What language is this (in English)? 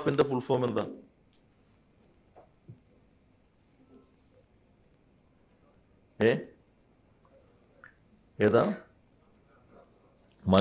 Malayalam